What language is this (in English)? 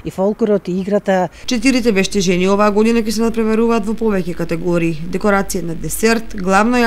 Macedonian